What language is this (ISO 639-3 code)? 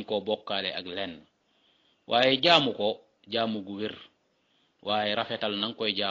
wol